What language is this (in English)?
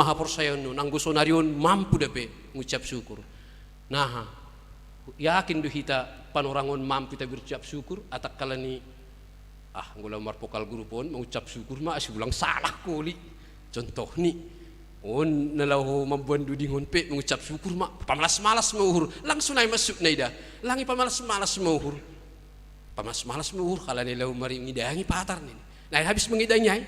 Batak Simalungun